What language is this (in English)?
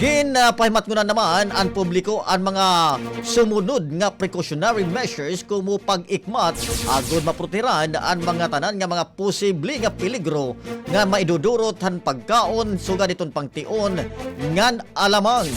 Waray